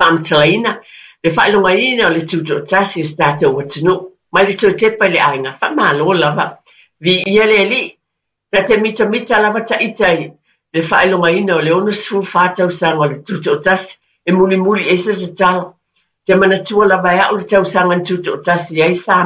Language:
Samoan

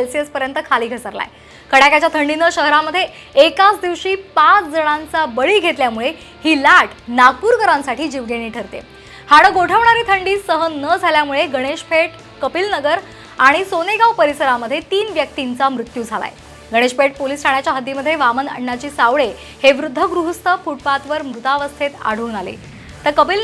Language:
Marathi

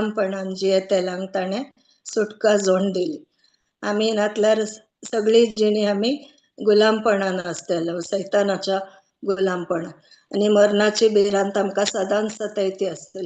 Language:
Konkani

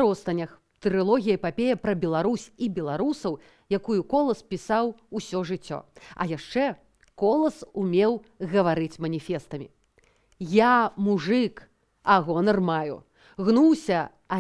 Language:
Belarusian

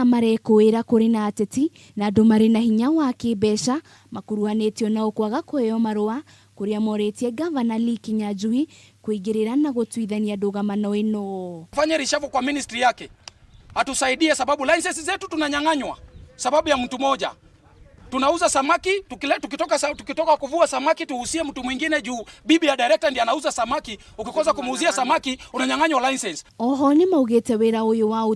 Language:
Kikuyu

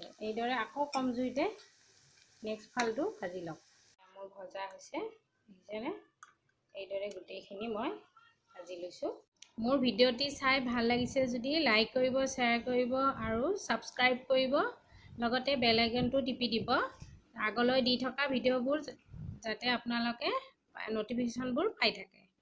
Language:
Assamese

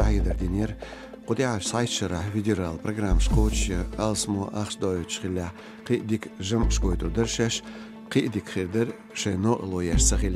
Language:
Chechen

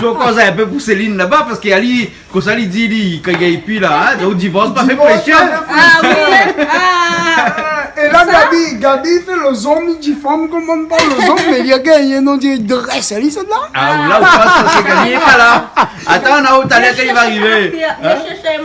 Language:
Réunion Creole French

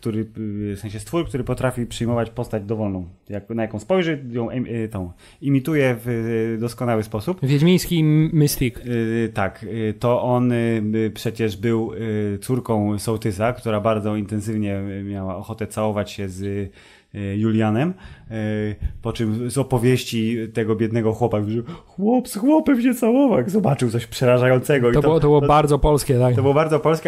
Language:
Polish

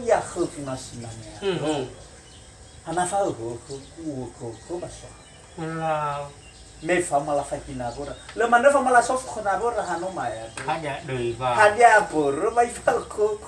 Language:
Nias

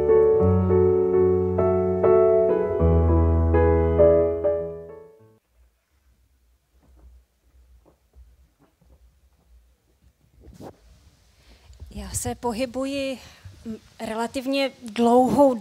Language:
Czech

